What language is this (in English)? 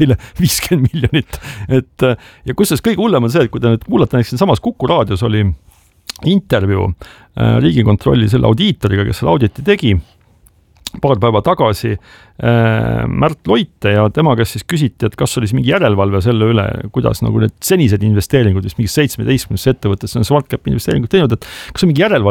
Estonian